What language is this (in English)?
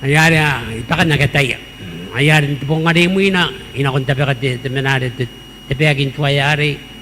Gilbertese